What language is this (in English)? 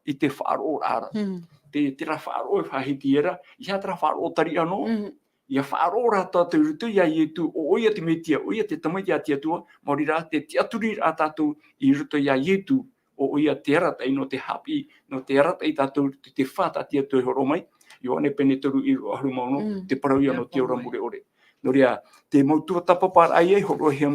Tahitian